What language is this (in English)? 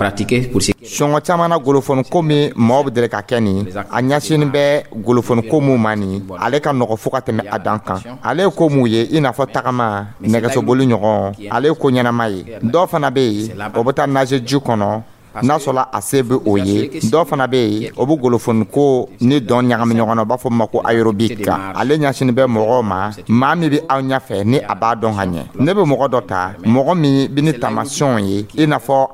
Dyula